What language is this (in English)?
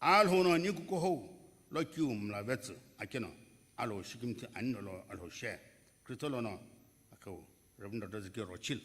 Sumi Naga